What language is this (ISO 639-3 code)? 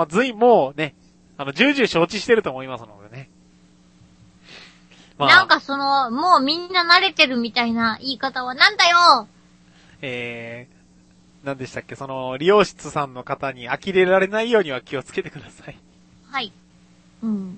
jpn